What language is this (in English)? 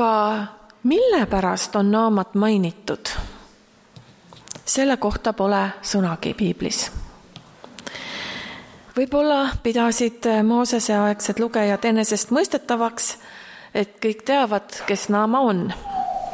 Estonian